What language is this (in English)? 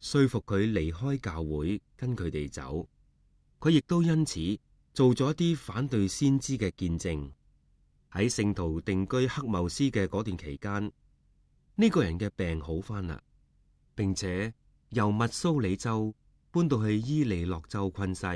Cantonese